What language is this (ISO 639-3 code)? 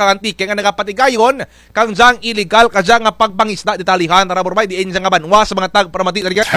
krj